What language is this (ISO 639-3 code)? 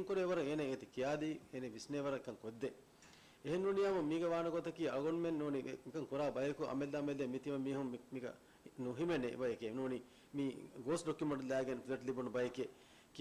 div